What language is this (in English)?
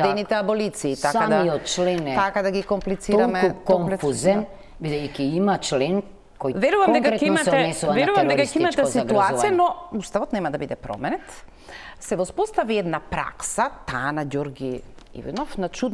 Macedonian